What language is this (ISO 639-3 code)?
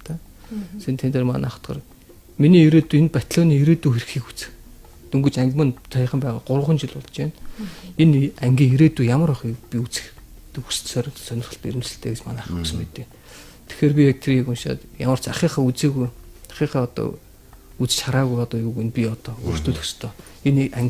mon